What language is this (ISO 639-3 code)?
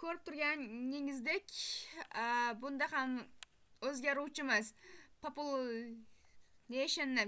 uzb